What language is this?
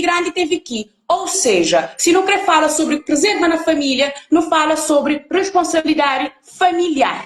Kabuverdianu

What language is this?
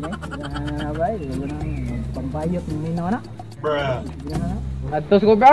Cebuano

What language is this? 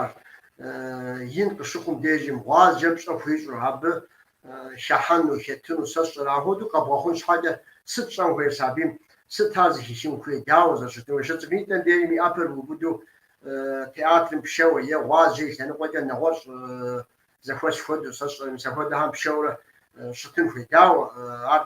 Kabardian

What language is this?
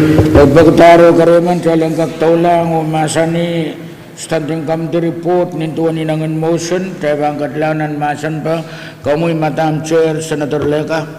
Pohnpeian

